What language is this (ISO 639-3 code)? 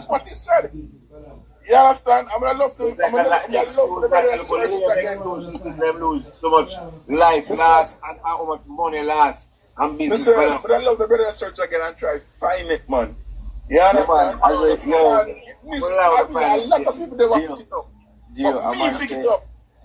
jam